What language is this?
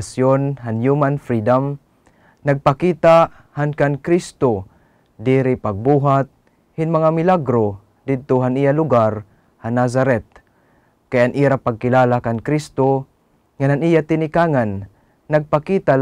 Waray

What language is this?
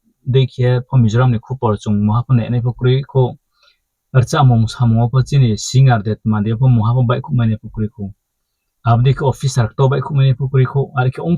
Riang (India)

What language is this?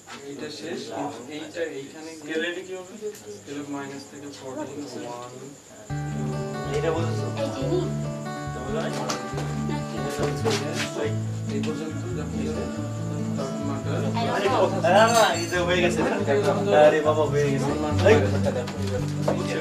Bangla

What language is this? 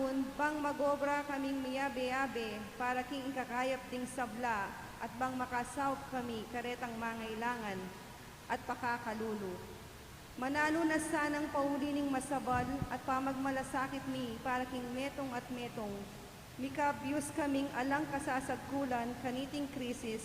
Pampanga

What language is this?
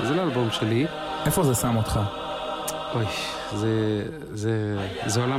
Hebrew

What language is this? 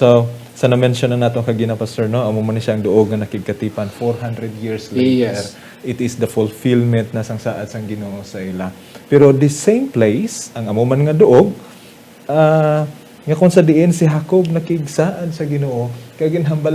Hiligaynon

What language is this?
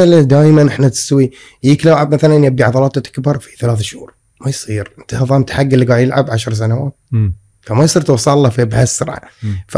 Gulf Arabic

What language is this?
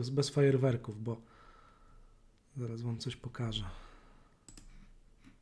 Polish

